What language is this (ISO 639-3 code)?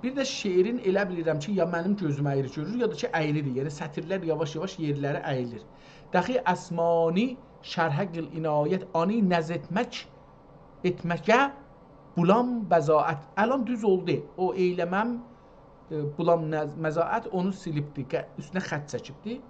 azb